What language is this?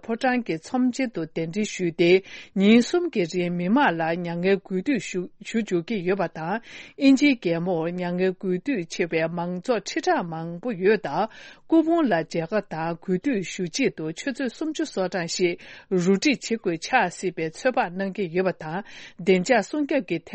Tibetan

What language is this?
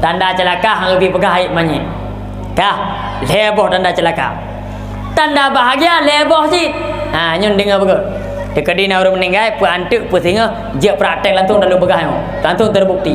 Achinese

